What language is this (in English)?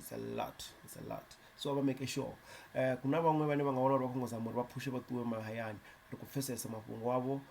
Venda